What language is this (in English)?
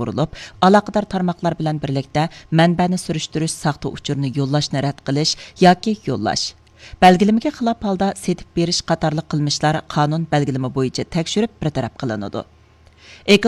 Uyghur